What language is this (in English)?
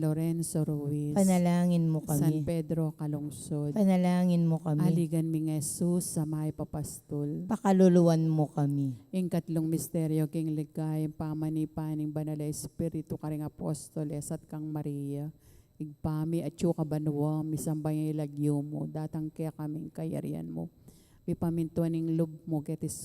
Pampanga